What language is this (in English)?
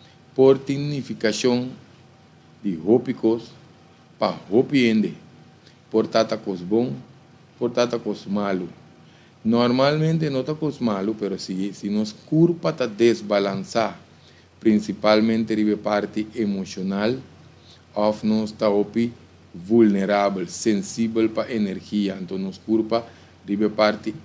Papiamento